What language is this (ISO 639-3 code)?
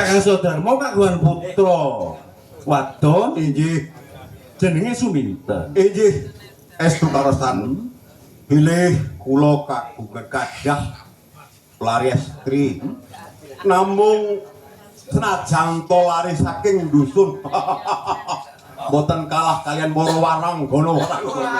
jav